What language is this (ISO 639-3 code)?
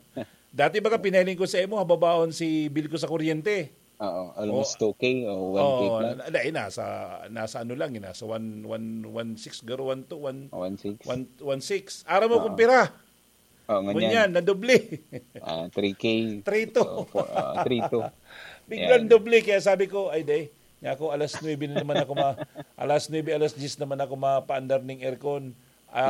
bik